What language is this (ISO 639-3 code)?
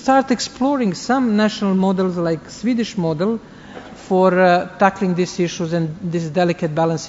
eng